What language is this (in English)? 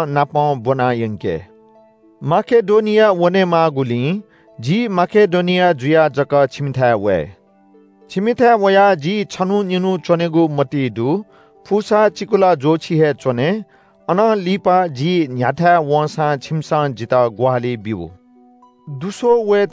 Newari